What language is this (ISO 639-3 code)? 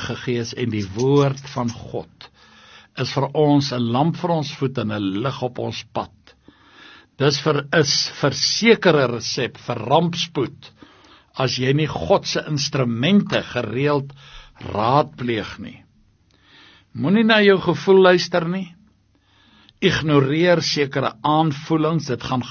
afr